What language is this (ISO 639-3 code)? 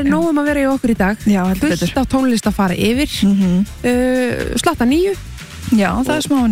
isl